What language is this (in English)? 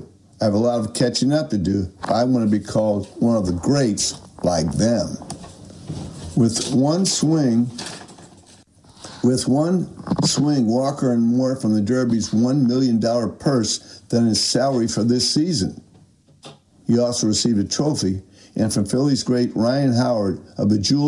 English